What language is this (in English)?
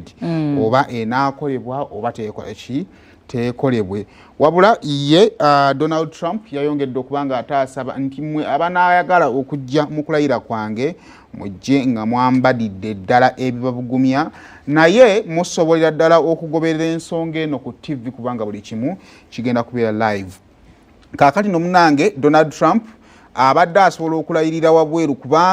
Ganda